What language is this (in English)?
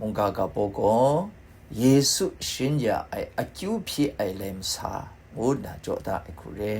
Kachin